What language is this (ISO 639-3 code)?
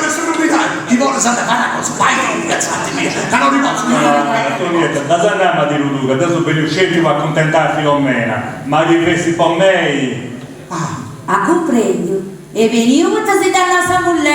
srd